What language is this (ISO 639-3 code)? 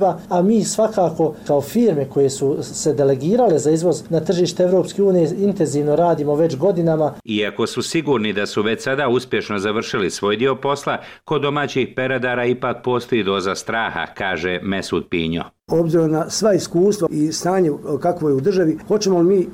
bos